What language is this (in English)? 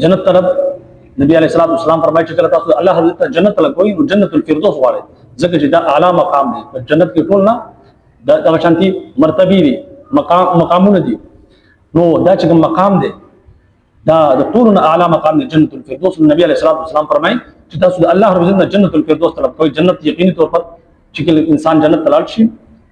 Pashto